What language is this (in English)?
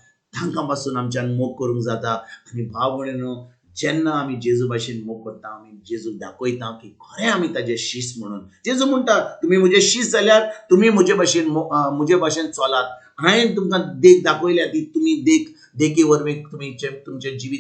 Konkani